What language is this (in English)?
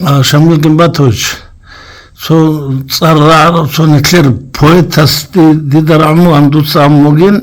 Avaric